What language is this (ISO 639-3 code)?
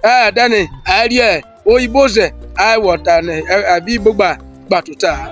urh